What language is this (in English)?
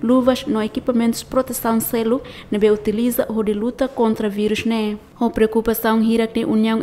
Tetum